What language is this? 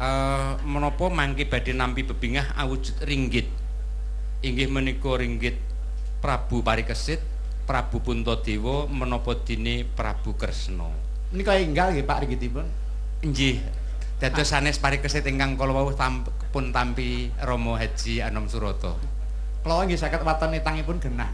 Javanese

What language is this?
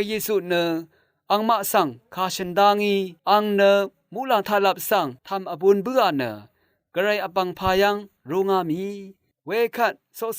Rawang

